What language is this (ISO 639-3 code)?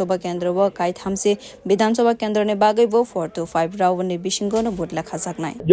trp